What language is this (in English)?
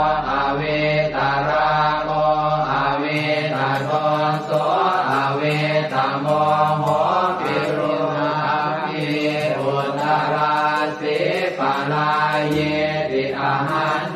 Pali